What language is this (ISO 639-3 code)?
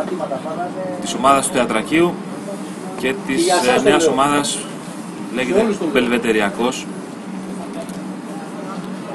ell